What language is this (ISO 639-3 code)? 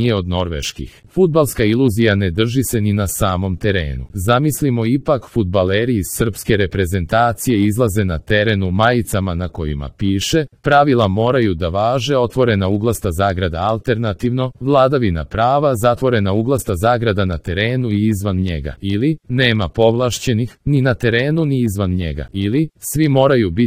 srp